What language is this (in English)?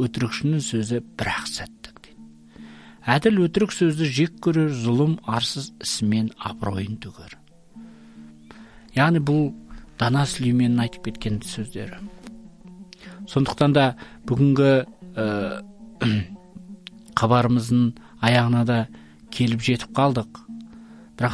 Kazakh